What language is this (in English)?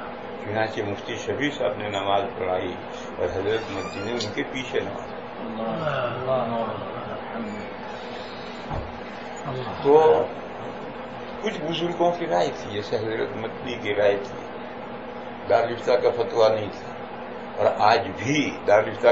Urdu